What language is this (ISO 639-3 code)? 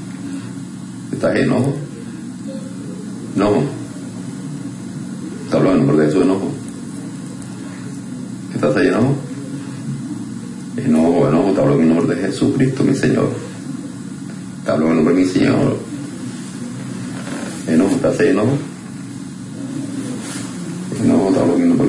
spa